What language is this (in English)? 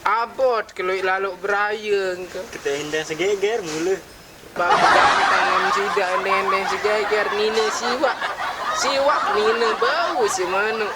Sasak